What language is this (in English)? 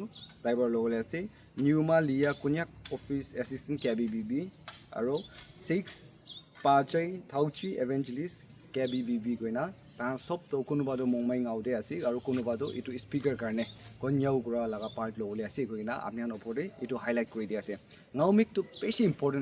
Naga Pidgin